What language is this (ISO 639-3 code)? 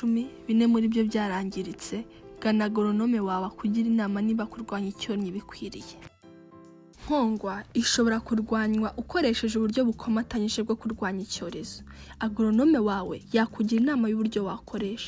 kin